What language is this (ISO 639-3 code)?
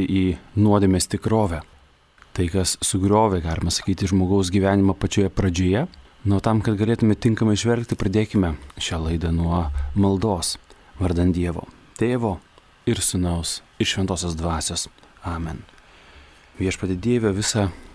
lit